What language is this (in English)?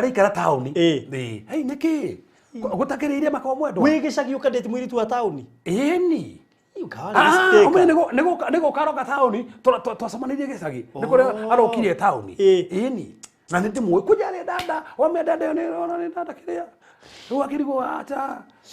Kikuyu